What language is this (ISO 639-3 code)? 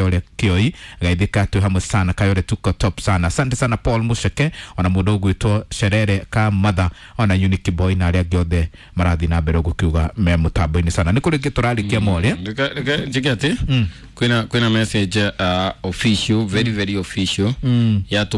kik